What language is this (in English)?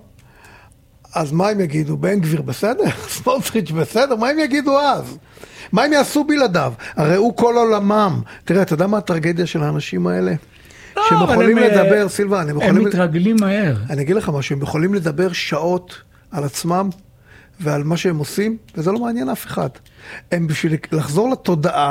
Hebrew